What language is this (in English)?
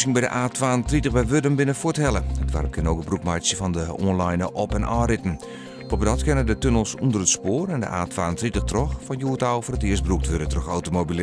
Western Frisian